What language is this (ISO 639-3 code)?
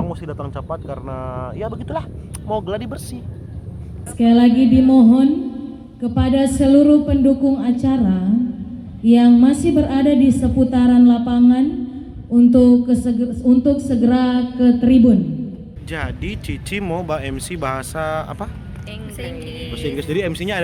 xmm